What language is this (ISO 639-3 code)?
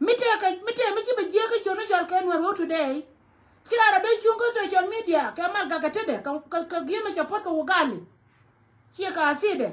nus